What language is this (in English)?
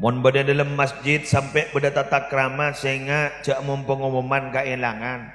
Madurese